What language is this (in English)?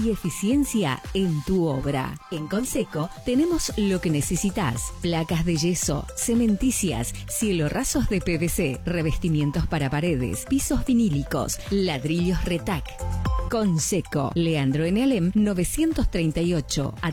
Spanish